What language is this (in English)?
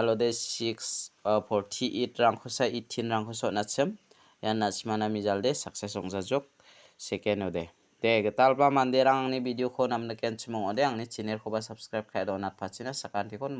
Garo